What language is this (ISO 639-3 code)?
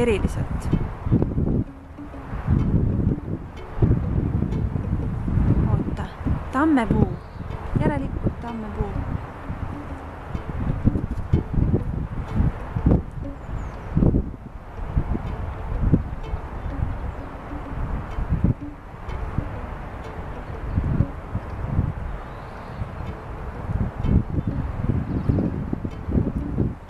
est